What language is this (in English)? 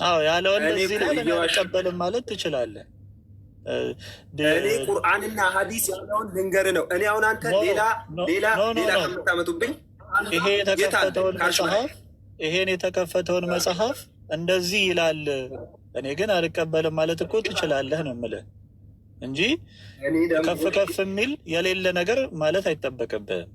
Amharic